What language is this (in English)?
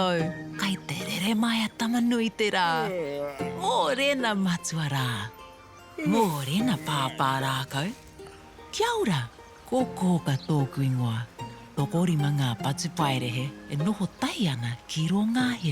Māori